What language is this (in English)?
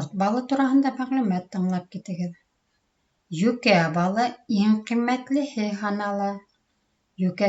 Bashkir